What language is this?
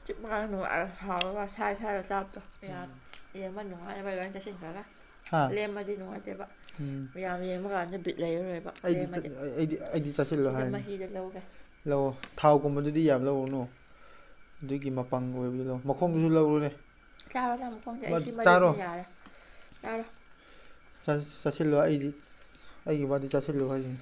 Manipuri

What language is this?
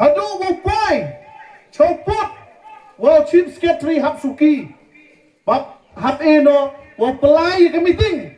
Pnar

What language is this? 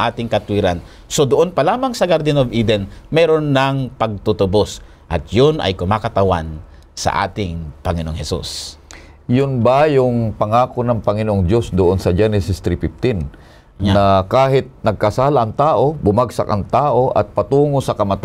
Filipino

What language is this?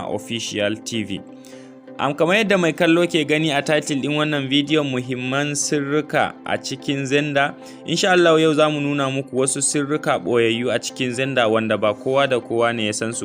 Hausa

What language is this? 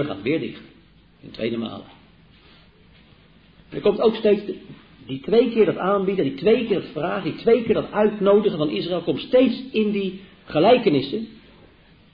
Dutch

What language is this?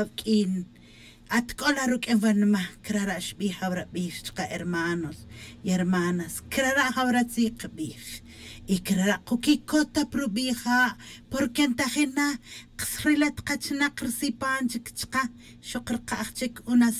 Tz'utujil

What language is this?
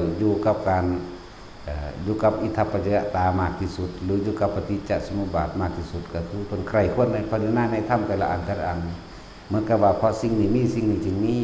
Northeastern Thai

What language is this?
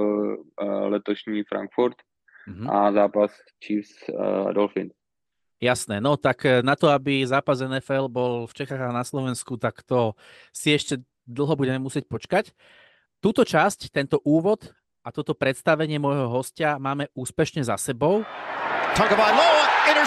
Slovak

